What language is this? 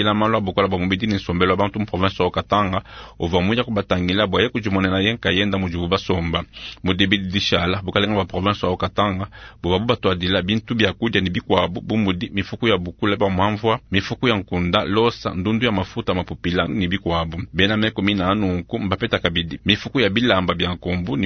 Luba-Lulua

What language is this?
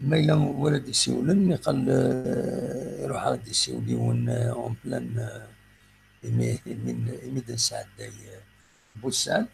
Kabyle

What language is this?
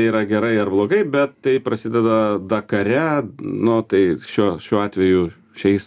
Lithuanian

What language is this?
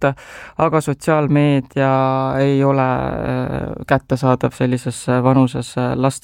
Estonian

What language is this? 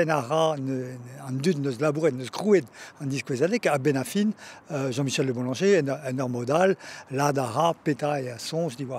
Breton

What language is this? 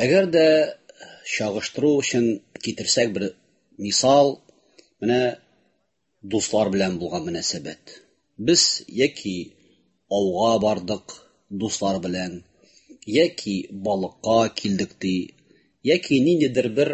Tatar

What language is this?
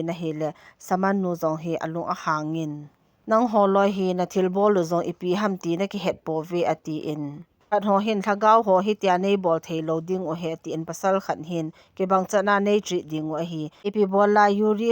Thado Chin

